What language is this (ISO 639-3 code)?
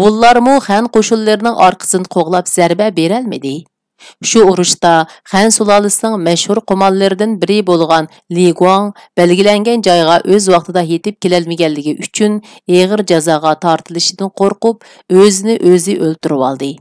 uig